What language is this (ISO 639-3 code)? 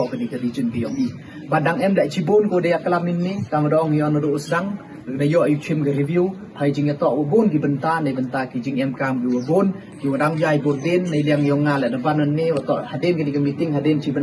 pbv